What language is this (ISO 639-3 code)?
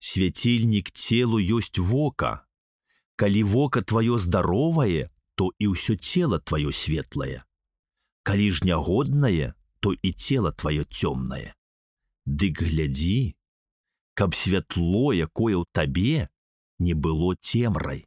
bel